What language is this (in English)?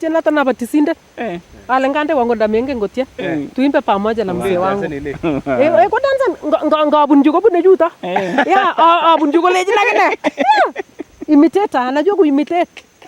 Nandi